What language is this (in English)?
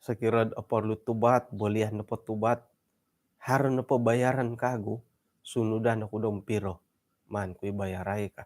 Central Dusun